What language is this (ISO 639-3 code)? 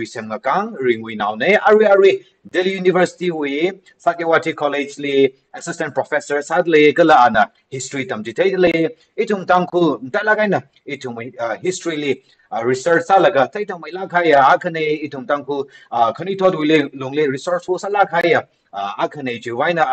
nmf